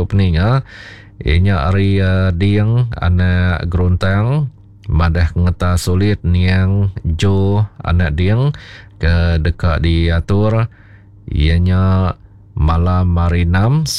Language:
Iban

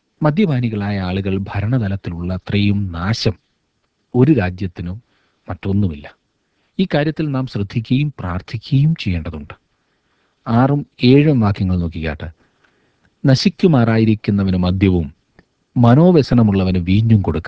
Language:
Malayalam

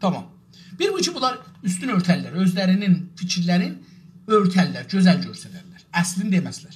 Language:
South Azerbaijani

